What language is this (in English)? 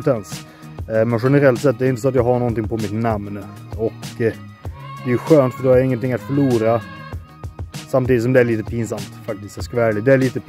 Swedish